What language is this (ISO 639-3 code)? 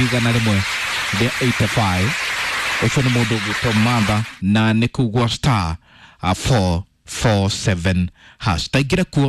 kik